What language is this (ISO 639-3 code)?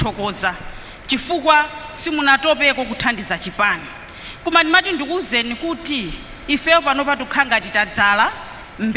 nya